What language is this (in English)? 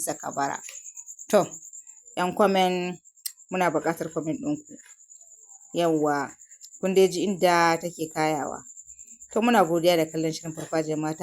Hausa